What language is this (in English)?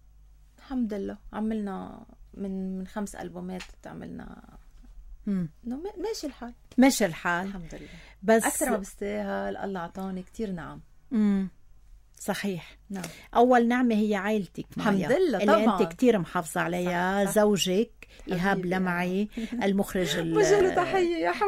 North Levantine Arabic